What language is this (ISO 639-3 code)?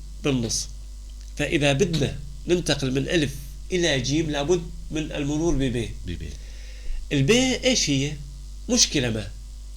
apc